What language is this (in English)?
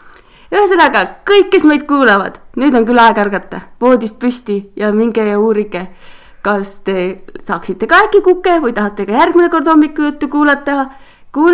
Estonian